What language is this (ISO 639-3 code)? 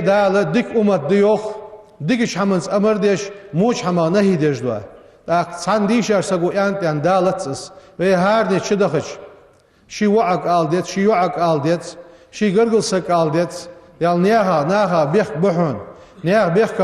inh